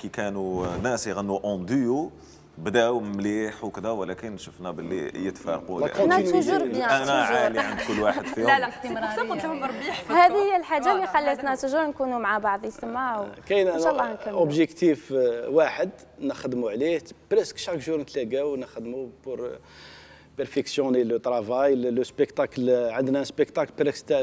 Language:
Algerian Arabic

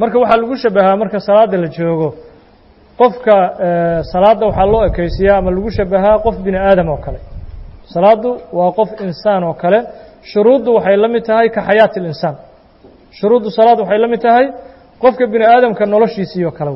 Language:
Somali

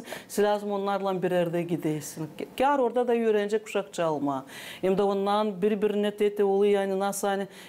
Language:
Gagauz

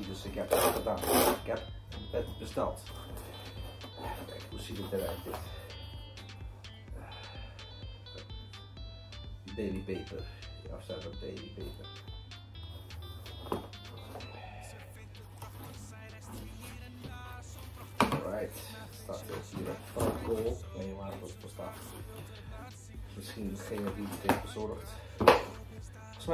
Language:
Dutch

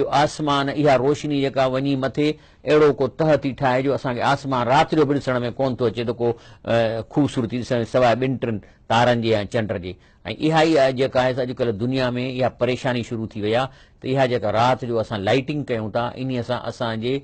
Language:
Sindhi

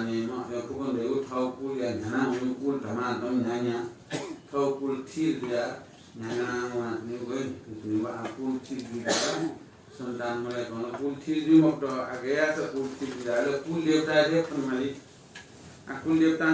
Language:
Newari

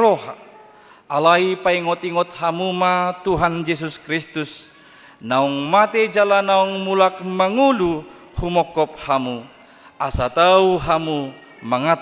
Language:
Batak Toba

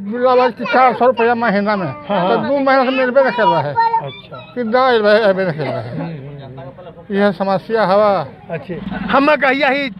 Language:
Magahi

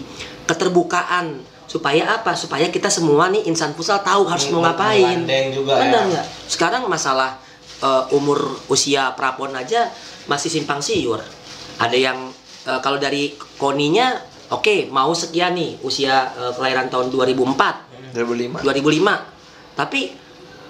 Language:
Indonesian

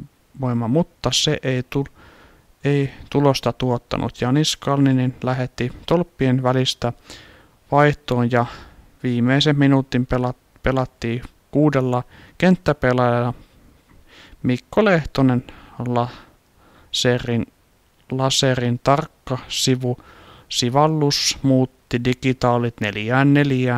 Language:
Finnish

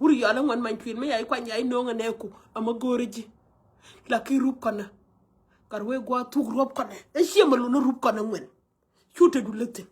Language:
Nuer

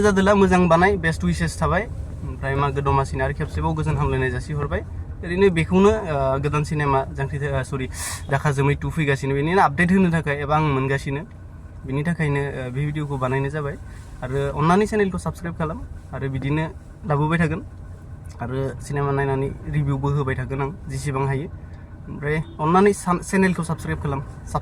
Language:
Bodo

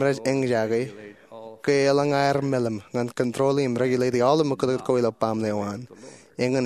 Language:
Marshallese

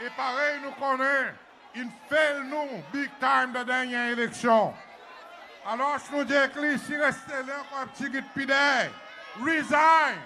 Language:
Seselwa Creole French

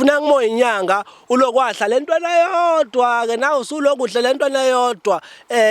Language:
Zulu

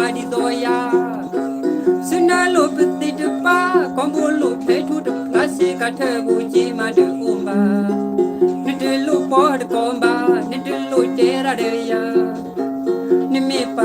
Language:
S'gaw Karen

